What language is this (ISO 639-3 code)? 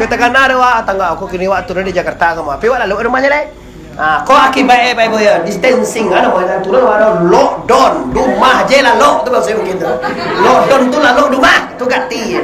min